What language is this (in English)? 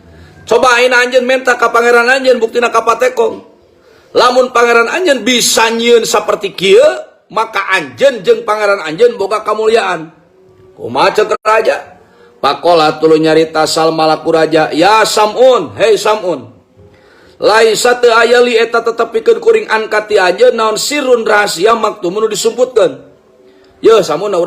Sundanese